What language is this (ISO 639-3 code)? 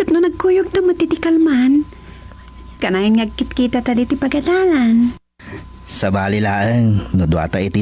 ilo